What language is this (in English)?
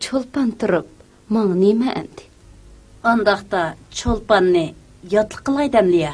Uyghur